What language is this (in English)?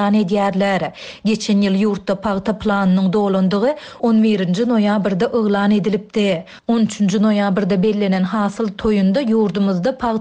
Turkmen